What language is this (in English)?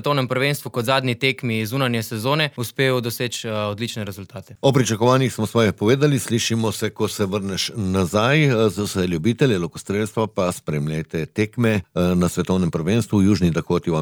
Slovenian